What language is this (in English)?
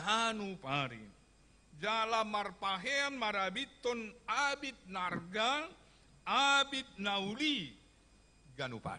Batak Toba